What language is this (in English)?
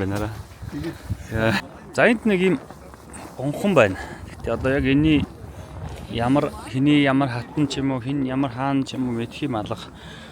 Mongolian